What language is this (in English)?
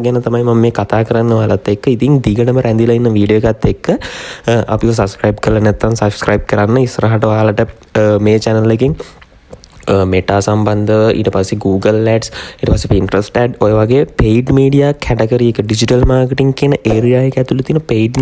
Sinhala